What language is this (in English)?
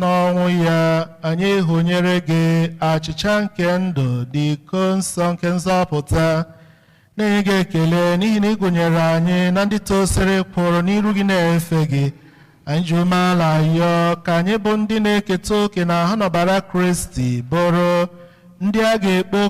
Igbo